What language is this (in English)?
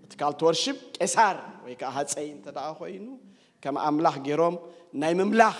Tigrinya